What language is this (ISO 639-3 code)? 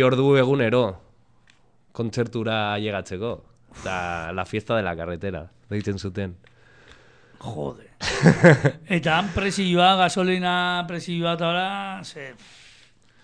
eus